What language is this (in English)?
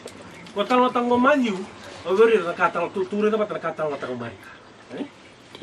Fijian